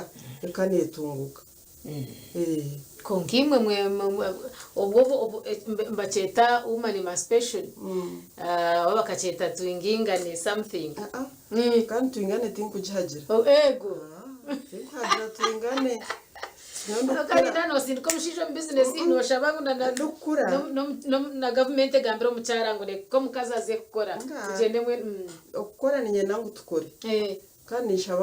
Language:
Nyankole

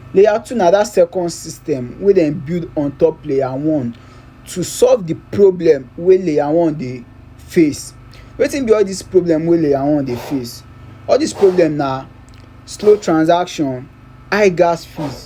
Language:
Nigerian Pidgin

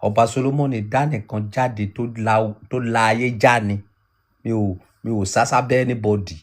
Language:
Yoruba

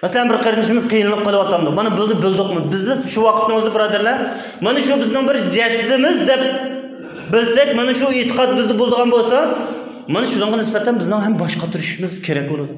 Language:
Uyghur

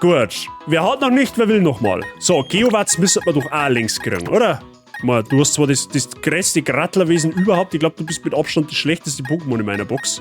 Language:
Bavarian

